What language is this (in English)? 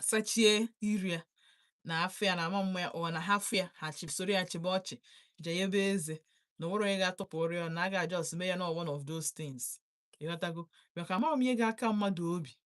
Igbo